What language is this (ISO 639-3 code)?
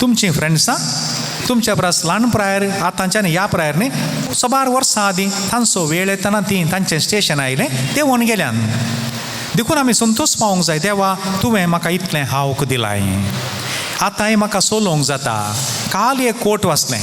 kok